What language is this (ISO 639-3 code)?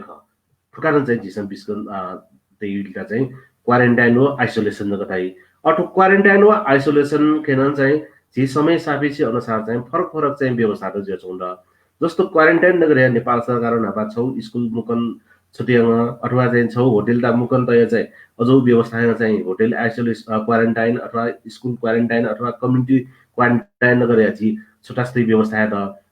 new